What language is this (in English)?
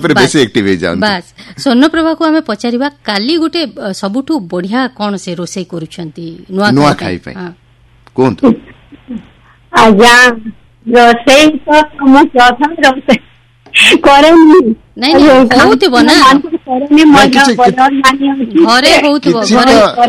Odia